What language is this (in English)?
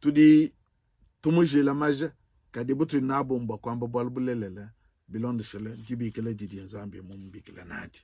Luba-Lulua